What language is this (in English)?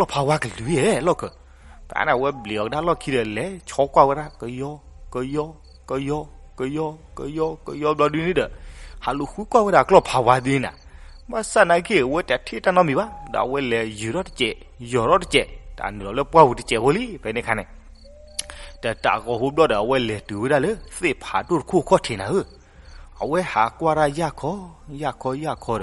S'gaw Karen